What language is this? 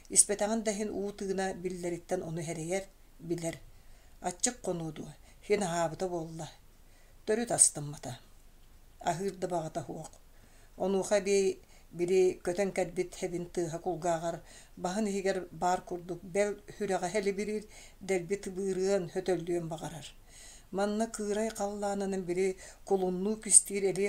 Yakut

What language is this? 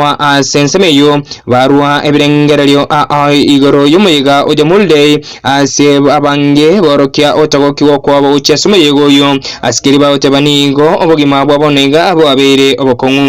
Gusii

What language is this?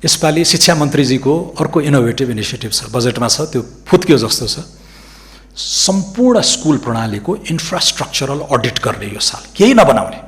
Nepali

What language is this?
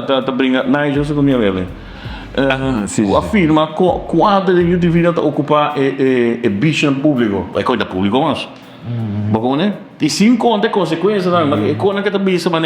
Papiamento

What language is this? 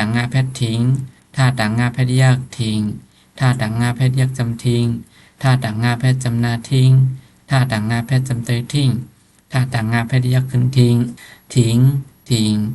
Shan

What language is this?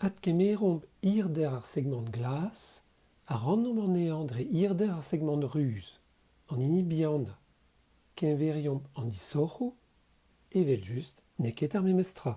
Breton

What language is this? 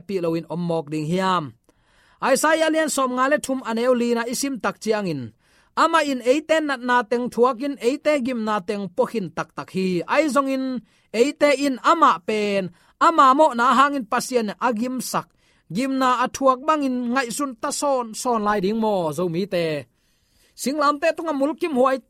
Tedim Chin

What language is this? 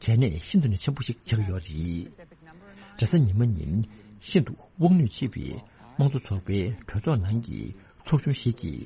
Tibetan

